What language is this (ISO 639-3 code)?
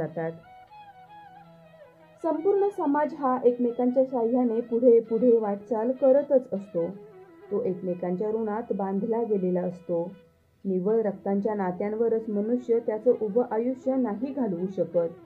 mar